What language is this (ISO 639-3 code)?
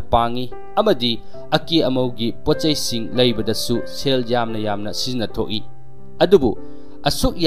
mni